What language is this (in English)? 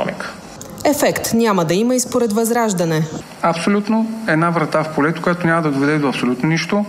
Bulgarian